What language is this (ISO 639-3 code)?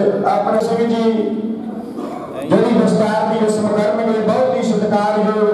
pan